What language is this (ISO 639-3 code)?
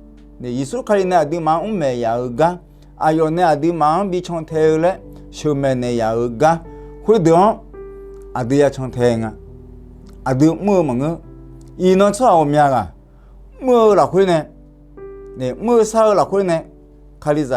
ahk